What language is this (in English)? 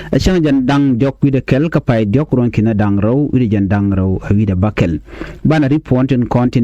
Nuer